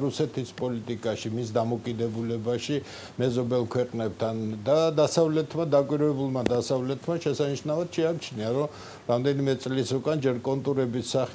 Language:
Georgian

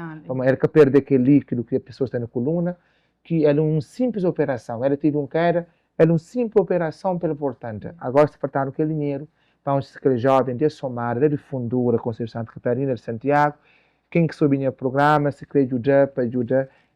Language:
Kabuverdianu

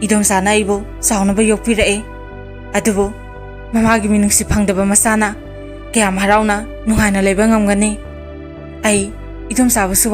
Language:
Manipuri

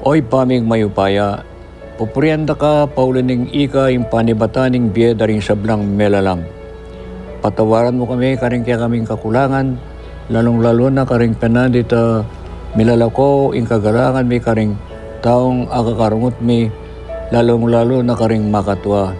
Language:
Pampanga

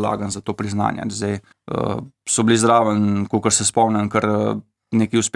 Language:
Slovenian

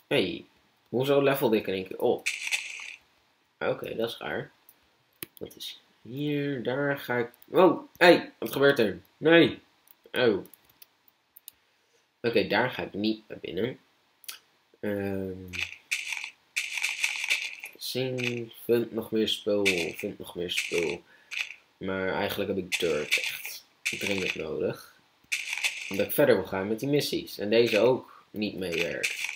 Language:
Dutch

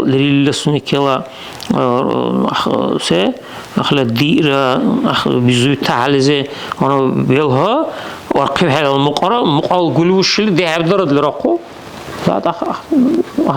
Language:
Dargwa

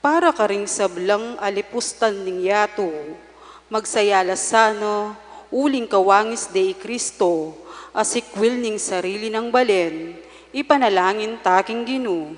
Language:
Pampanga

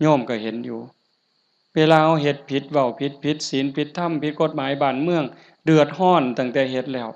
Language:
Lao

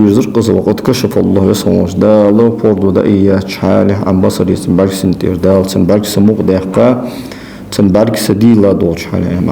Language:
Ingush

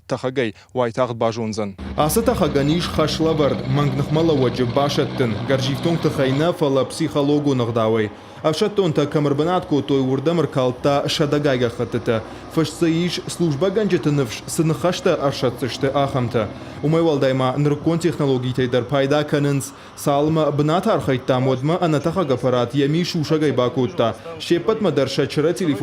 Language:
Ossetic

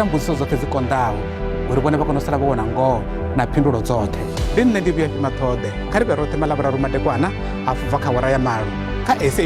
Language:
Venda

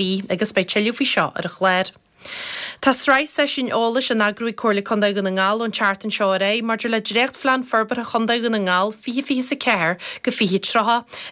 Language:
Irish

